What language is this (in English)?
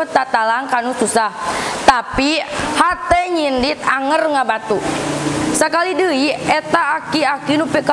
Sundanese